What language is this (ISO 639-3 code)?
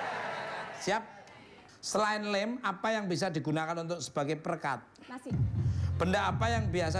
ind